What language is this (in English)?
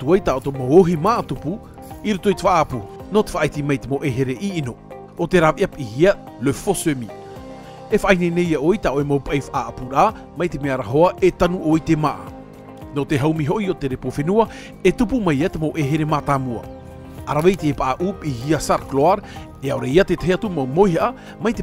Tahitian